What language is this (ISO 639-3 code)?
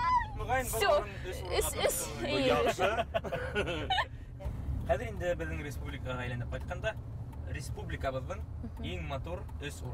bak